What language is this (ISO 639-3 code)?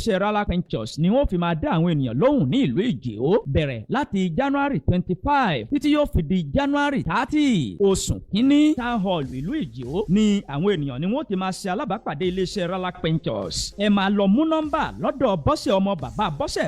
yor